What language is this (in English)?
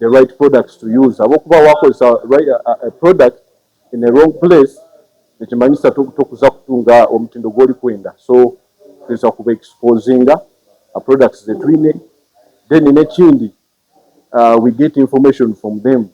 Nyankole